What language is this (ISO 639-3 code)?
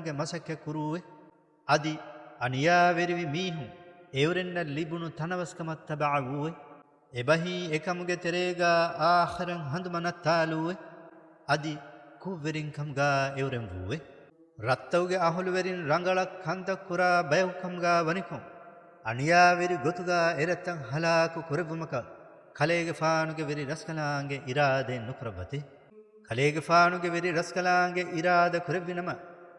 div